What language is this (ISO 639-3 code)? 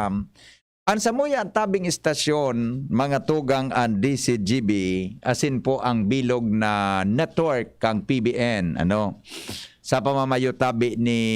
bik